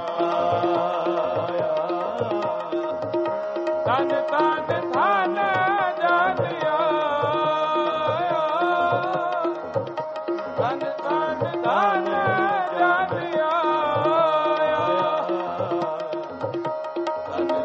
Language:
Hindi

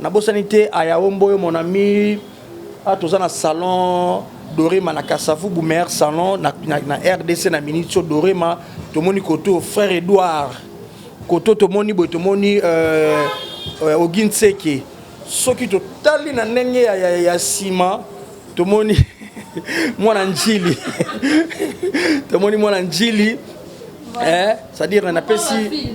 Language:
Lingala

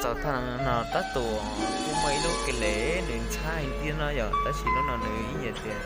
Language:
Hmong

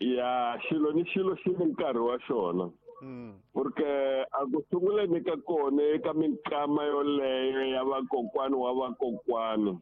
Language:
Tsonga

